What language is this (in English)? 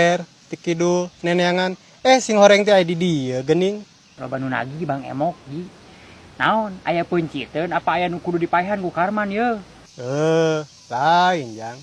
Sundanese